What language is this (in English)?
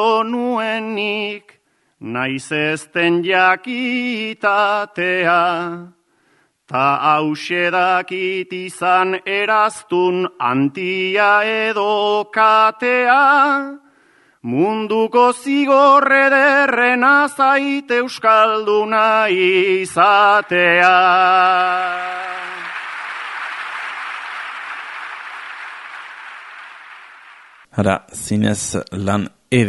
Basque